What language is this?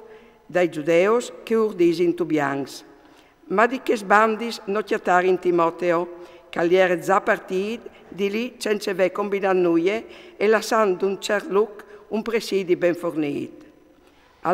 Friulian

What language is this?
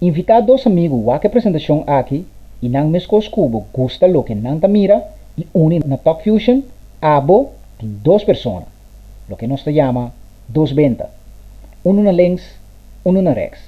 Papiamento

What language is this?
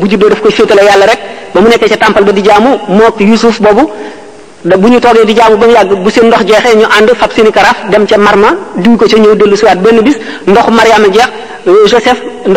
Wolof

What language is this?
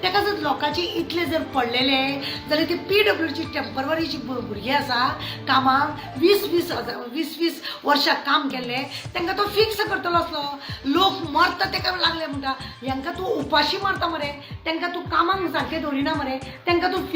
Konkani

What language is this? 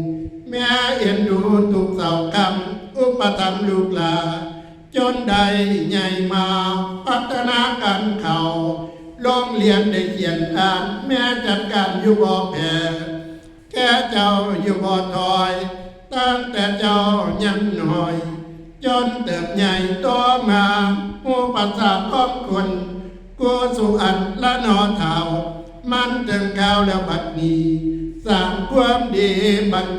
Northeastern Thai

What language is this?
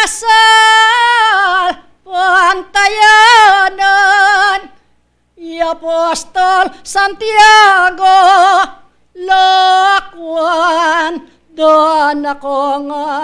Pampanga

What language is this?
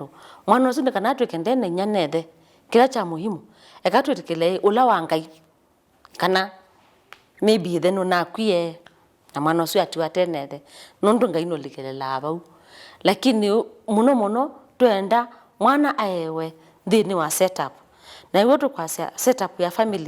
Kamba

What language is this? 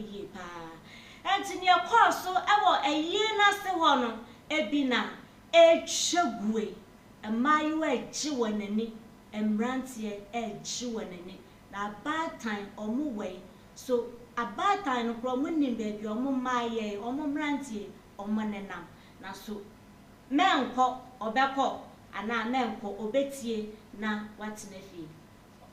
Akan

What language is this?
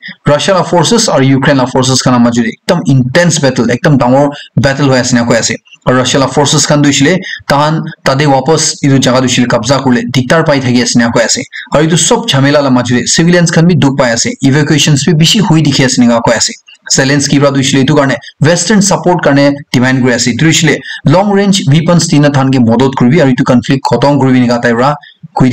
Naga Pidgin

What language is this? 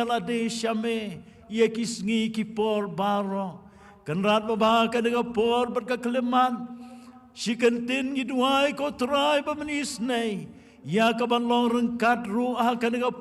Khasi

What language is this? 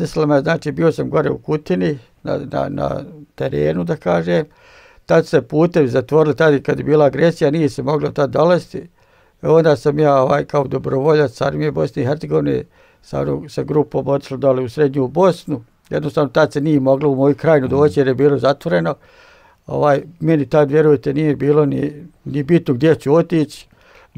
Bosnian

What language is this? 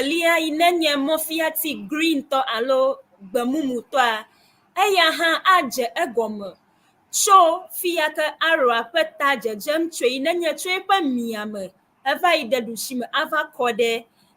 Ewe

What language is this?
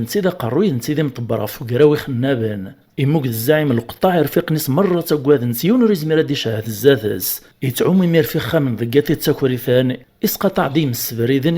Kabyle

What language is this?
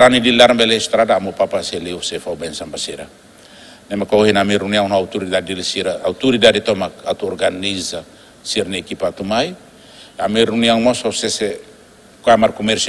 Tetum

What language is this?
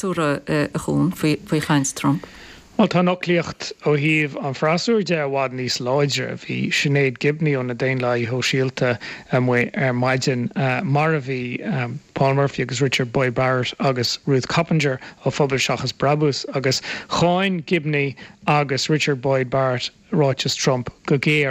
Irish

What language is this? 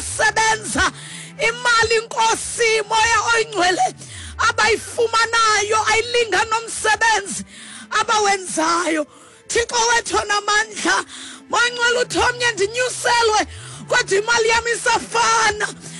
Xhosa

